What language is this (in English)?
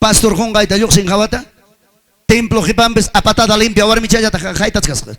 Ayacucho Quechua